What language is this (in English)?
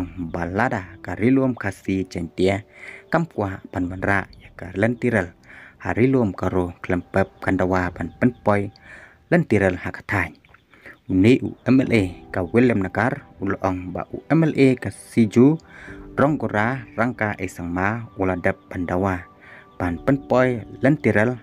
Khasi